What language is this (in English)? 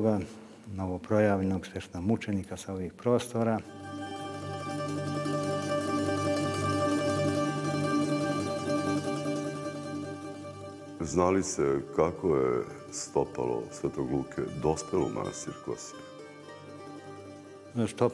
Serbian